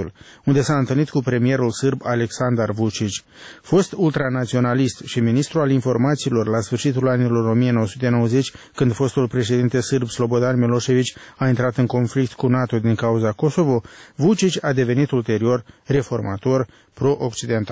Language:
Romanian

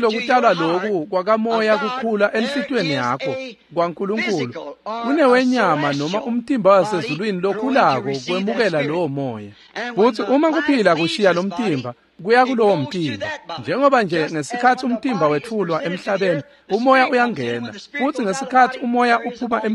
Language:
Swati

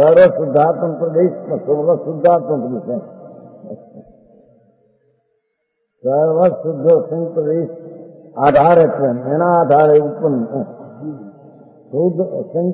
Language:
Hindi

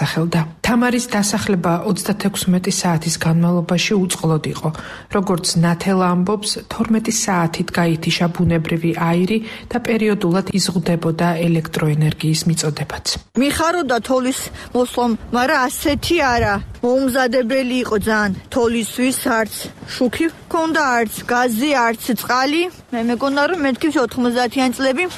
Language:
Georgian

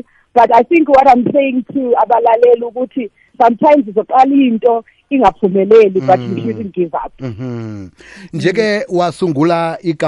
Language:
South Ndebele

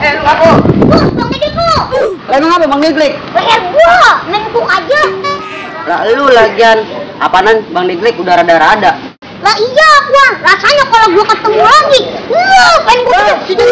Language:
Betawi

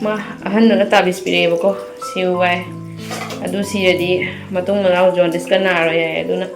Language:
Manipuri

